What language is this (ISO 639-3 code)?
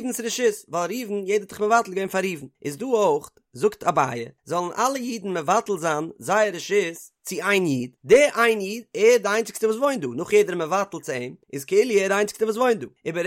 yid